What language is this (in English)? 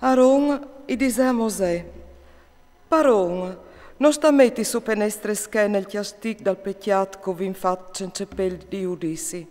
Friulian